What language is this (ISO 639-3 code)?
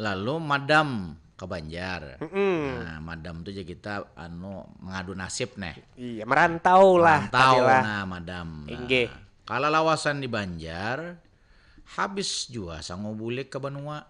bjn